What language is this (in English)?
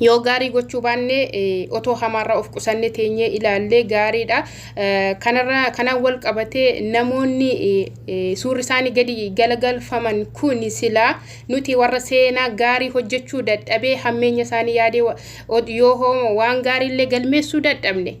Oromo